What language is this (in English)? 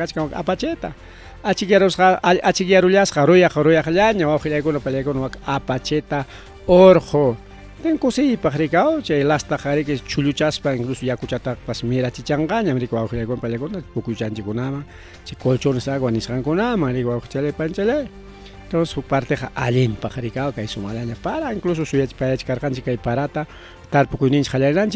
Ayacucho Quechua